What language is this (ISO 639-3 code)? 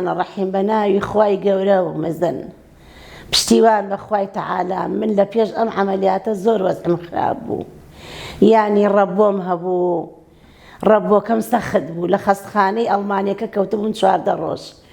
ckb